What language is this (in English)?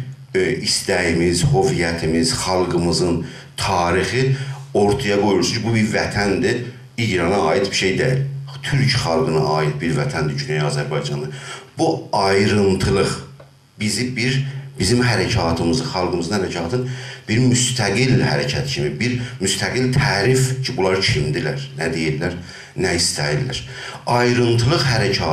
South Azerbaijani